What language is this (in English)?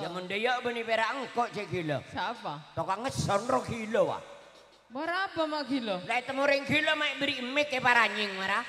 Madurese